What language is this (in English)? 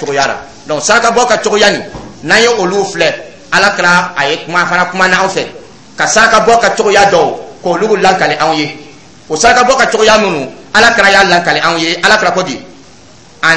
Dyula